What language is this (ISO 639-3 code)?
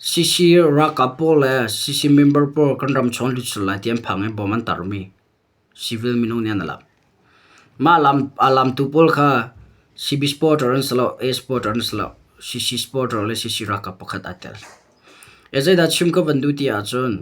cnh